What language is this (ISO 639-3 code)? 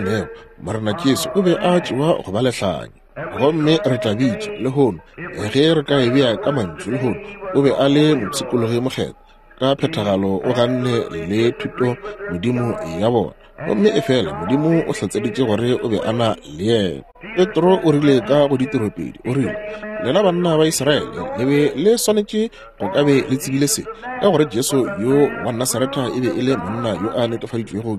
nso